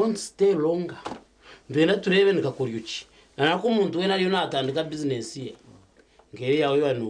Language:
Nyankole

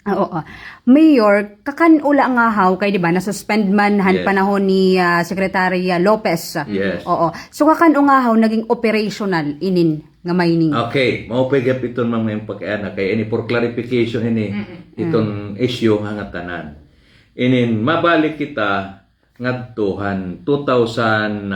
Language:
Waray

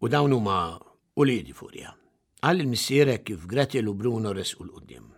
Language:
Maltese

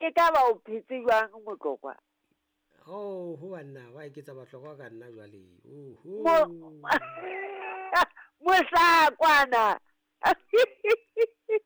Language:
Southern Sotho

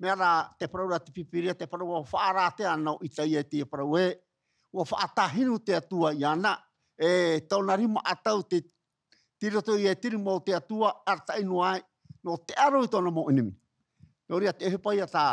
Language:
Tahitian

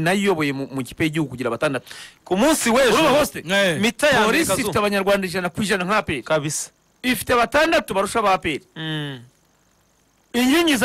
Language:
Kinyarwanda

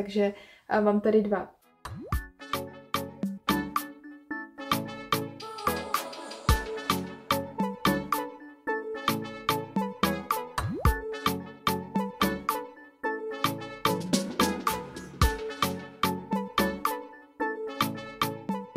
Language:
Czech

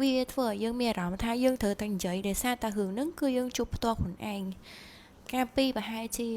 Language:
Khmer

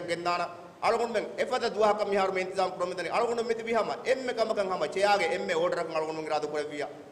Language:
Divehi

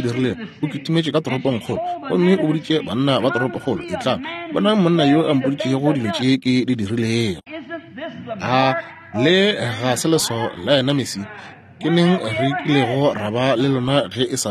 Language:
Northern Sotho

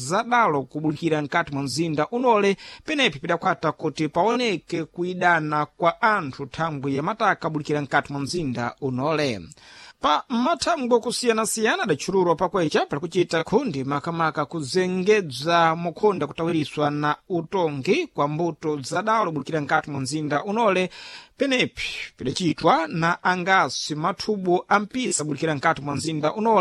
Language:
Sena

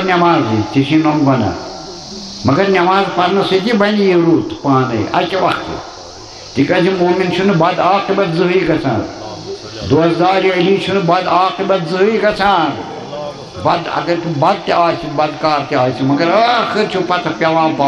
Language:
Kashmiri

